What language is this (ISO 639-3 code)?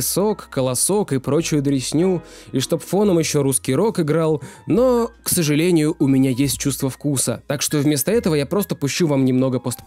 rus